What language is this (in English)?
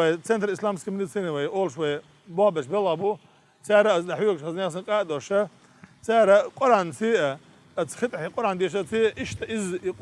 Chechen